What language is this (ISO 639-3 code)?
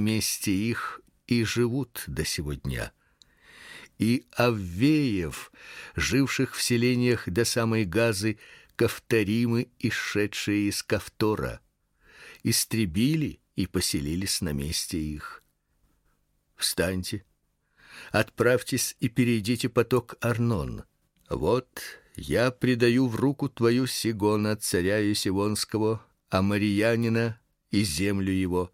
rus